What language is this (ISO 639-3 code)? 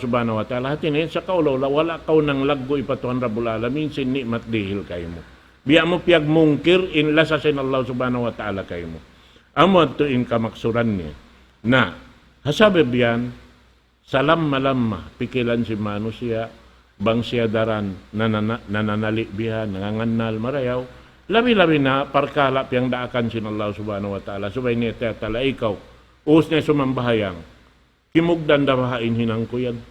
tsg